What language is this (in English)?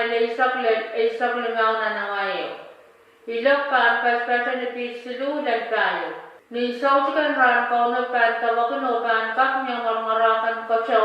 Pohnpeian